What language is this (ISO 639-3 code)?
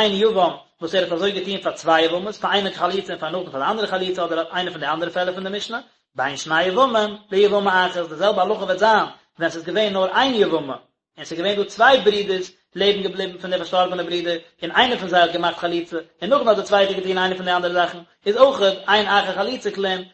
yid